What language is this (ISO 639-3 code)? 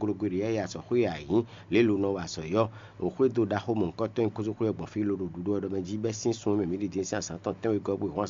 fon